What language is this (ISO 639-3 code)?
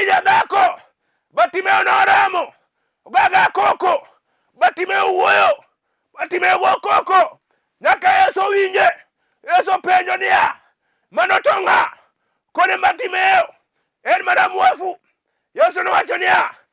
luo